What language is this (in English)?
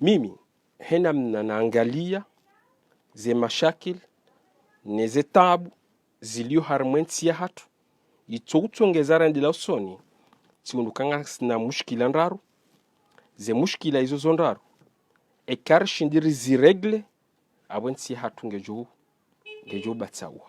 Ngazidja Comorian